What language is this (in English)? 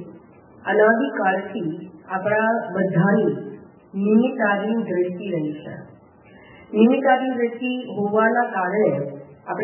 Gujarati